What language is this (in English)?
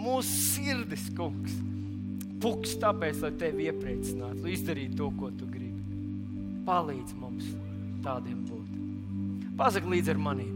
Latvian